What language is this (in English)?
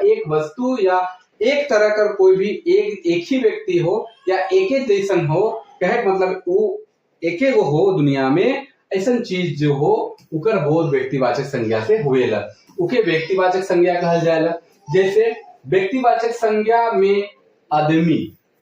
Sadri